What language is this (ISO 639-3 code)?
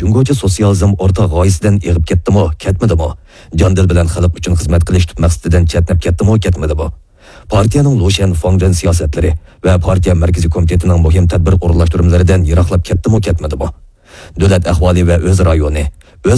uig